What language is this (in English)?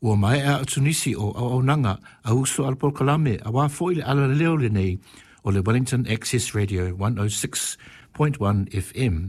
Samoan